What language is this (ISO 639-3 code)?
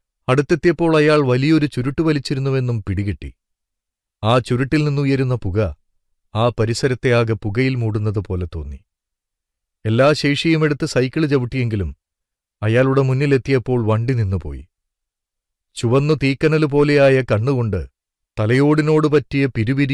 mal